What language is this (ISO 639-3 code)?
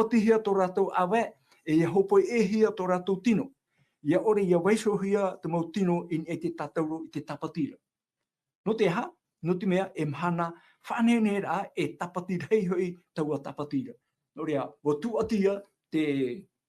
tah